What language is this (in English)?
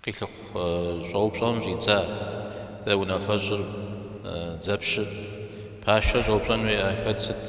Kabardian